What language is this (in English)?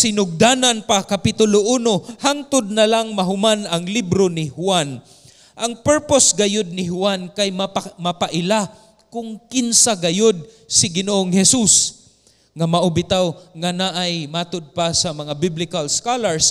Cebuano